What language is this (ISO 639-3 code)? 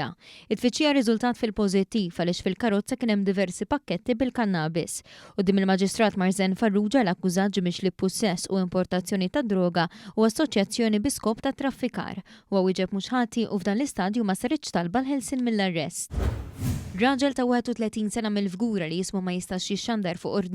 mlt